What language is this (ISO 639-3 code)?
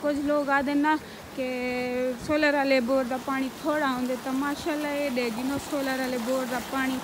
skr